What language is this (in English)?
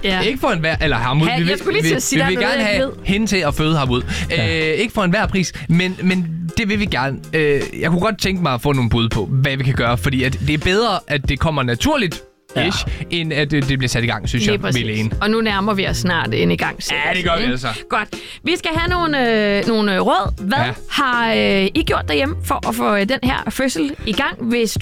Danish